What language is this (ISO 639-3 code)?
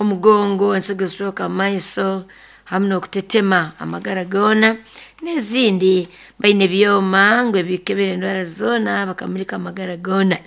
nyn